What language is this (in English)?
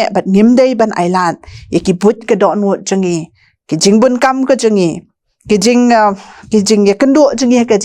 Khasi